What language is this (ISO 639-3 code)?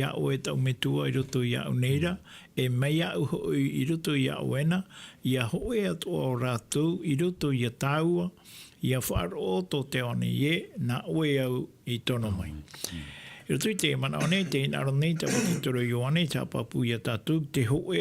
tah